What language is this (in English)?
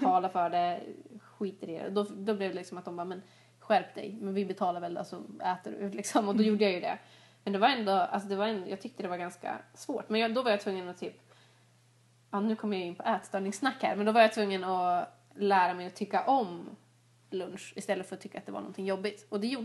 Swedish